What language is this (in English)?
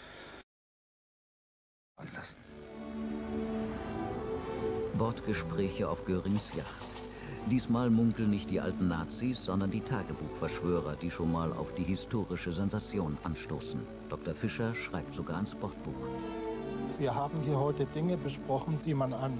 German